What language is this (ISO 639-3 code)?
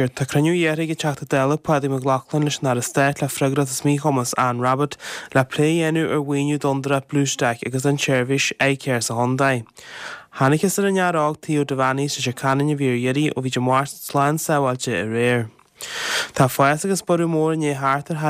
gle